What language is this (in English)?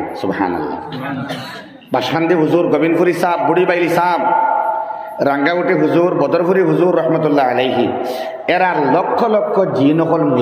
Bangla